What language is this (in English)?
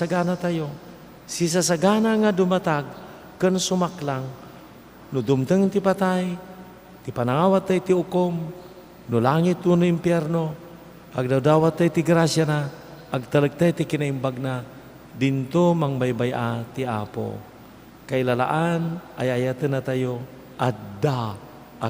Iloko